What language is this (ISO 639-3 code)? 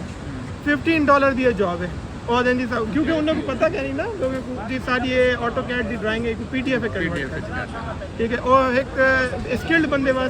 skr